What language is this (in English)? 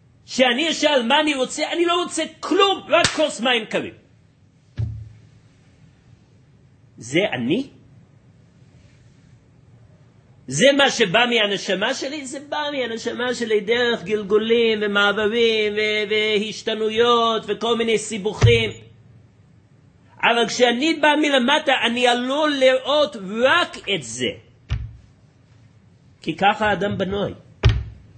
Hebrew